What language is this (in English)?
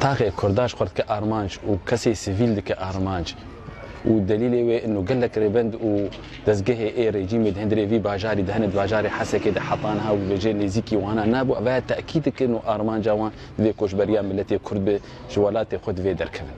Kurdish